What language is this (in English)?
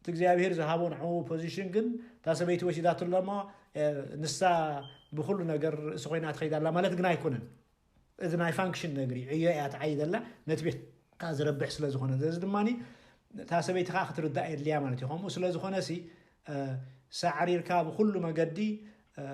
Tigrinya